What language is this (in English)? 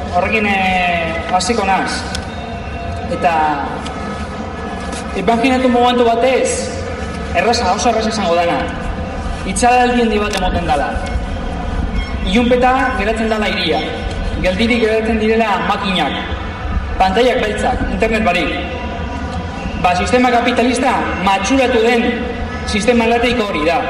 Basque